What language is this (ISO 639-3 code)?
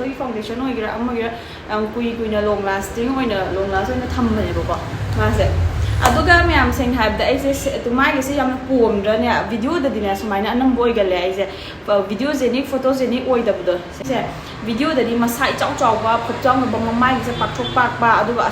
mni